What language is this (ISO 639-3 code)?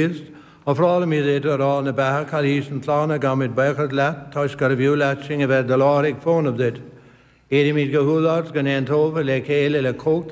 gle